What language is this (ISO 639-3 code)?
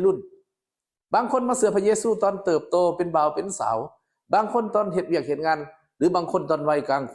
lao